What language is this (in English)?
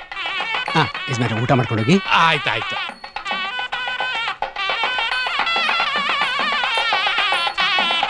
Kannada